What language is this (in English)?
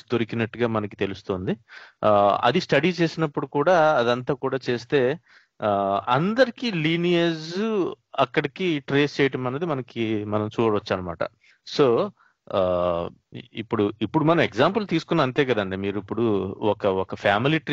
Telugu